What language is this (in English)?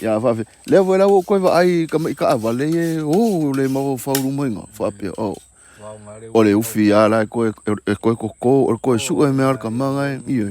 Samoan